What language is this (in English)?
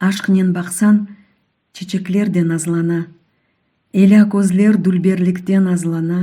Crimean Tatar